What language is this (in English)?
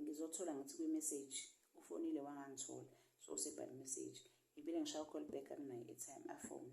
Zulu